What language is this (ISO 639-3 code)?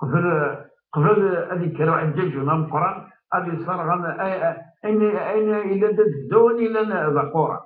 kab